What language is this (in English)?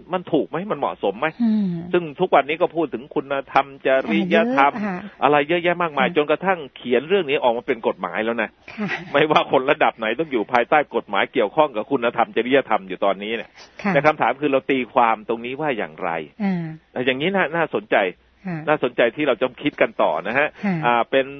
Thai